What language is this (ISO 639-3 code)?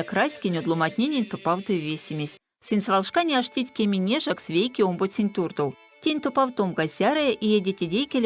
myv